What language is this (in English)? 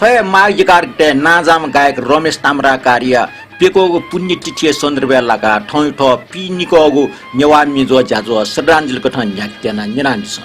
Newari